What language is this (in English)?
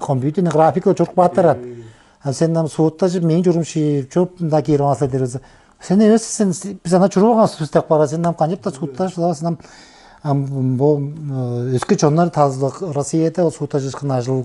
Tuvinian